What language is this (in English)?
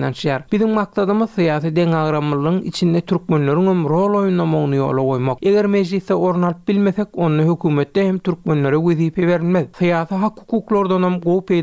Turkmen